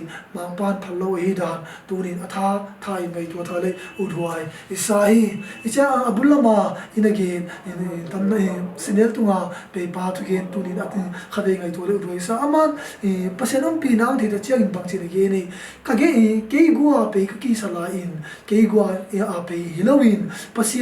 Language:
Tedim Chin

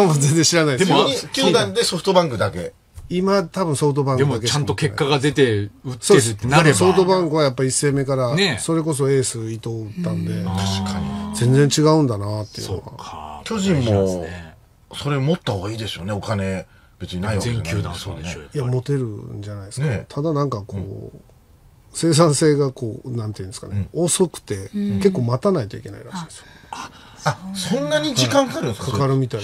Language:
Japanese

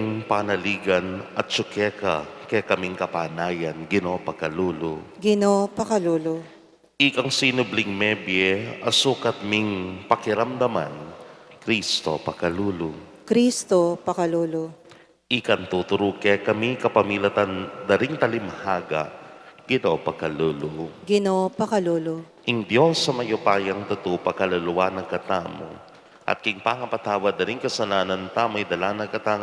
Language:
Pampanga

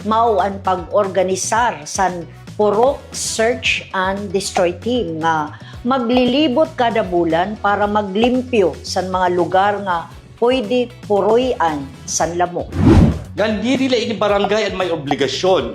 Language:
Waray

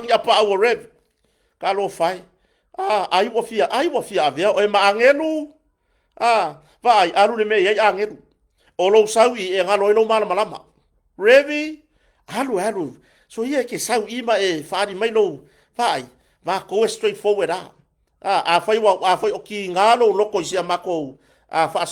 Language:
Samoan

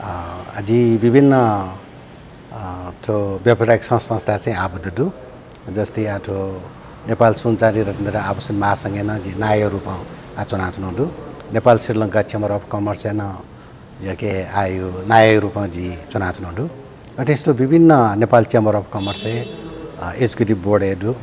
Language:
Newari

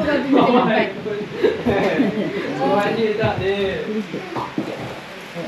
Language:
Malay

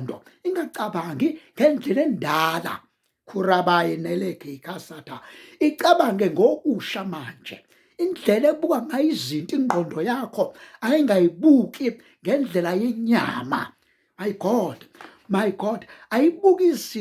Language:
Zulu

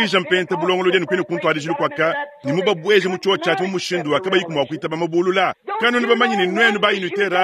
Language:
Luba-Lulua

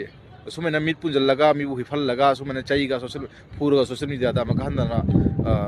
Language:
Manipuri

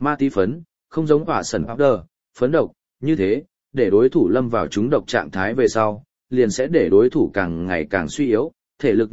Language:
Vietnamese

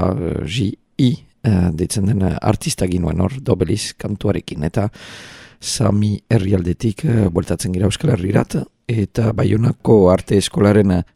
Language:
Basque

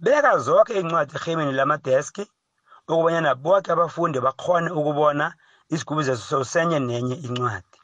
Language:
South Ndebele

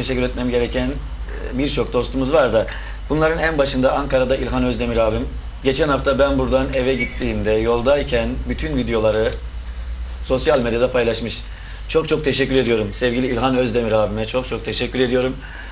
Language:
Turkish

